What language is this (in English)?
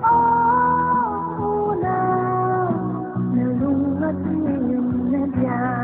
Paite Chin